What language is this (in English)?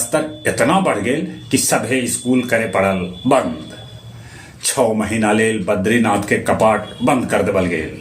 Magahi